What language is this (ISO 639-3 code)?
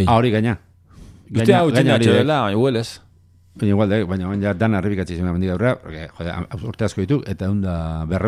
eus